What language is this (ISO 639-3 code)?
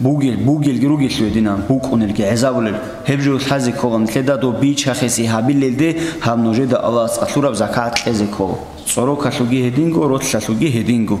ava